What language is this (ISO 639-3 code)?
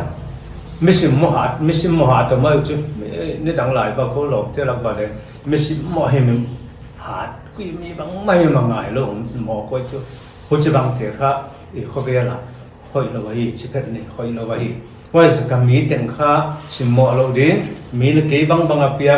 pck